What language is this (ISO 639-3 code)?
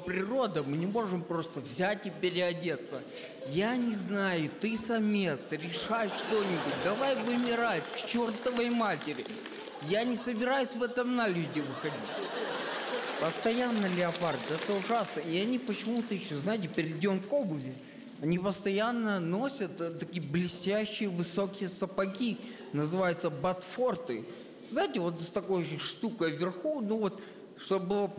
rus